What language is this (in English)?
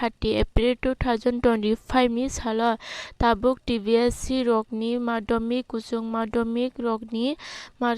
Kok Borok